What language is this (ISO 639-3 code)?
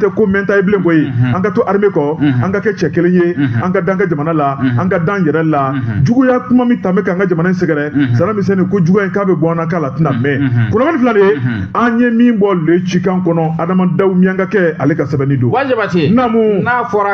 bam